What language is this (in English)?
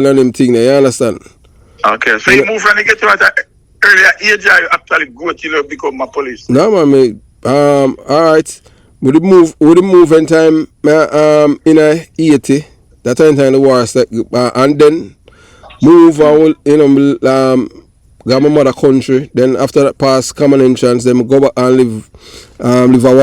Jamaican Creole English